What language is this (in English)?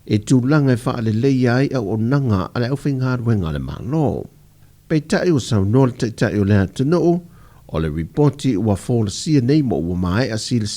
Samoan